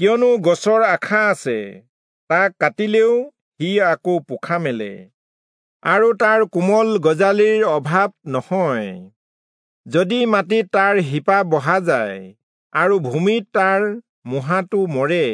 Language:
Assamese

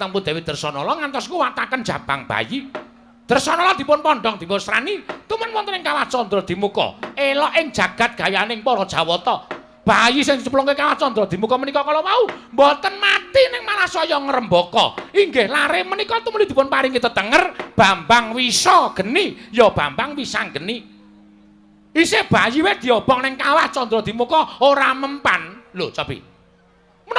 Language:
Javanese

